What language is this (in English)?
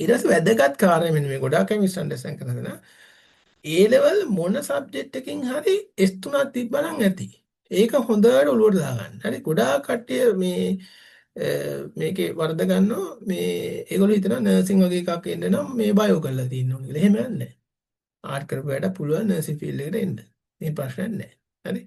Sinhala